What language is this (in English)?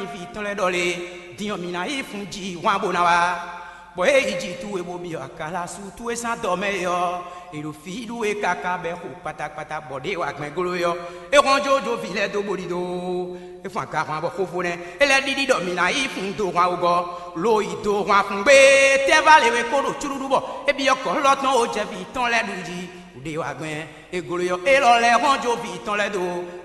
Fon